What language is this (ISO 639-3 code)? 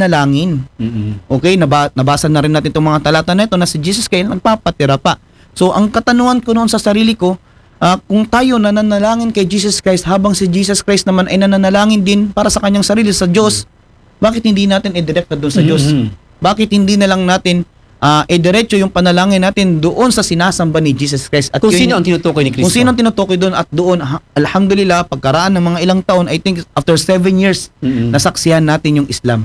fil